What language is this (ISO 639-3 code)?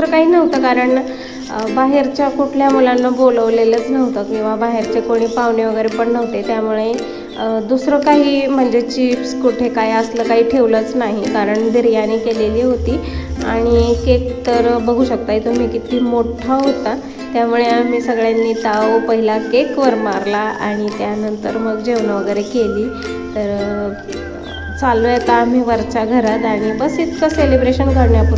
mar